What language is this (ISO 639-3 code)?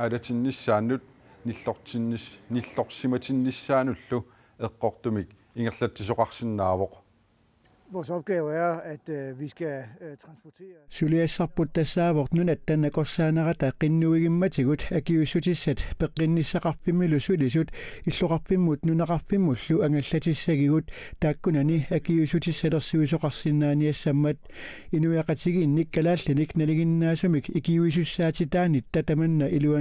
kal